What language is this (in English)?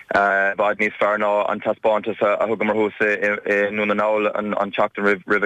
Irish